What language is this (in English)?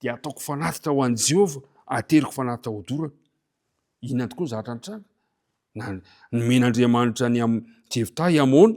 Malagasy